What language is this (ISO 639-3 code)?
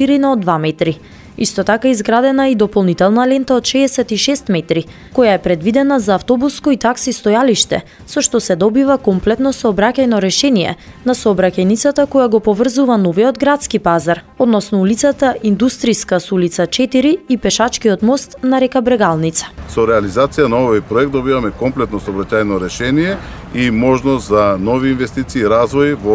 mkd